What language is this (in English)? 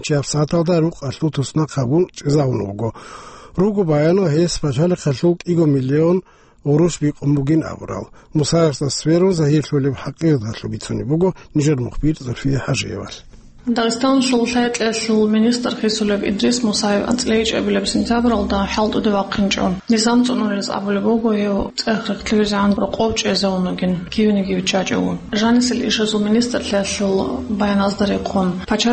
Avaric